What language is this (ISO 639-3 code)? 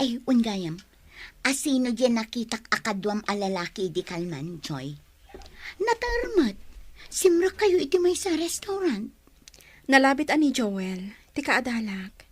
ilo